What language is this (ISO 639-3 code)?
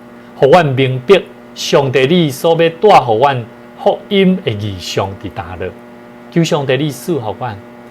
nan